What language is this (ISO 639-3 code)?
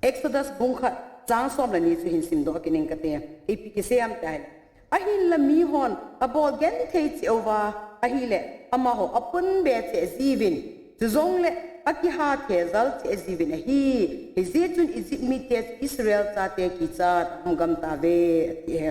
tcz